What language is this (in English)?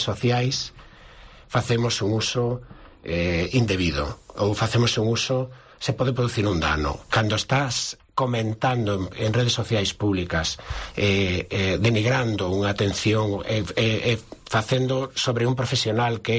Galician